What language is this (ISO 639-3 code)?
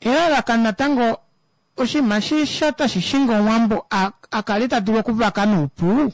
kua